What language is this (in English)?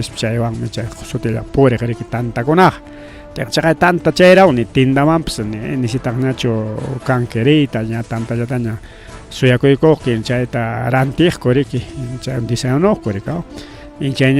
Ayacucho Quechua